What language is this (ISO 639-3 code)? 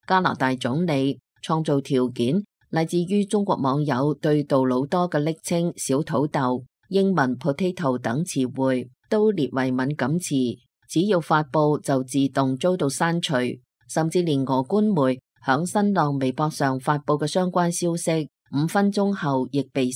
yue